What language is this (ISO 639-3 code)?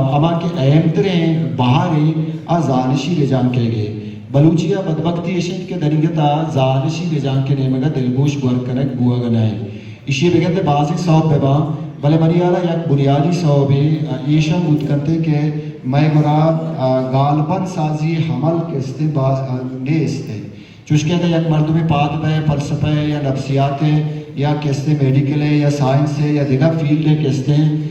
bal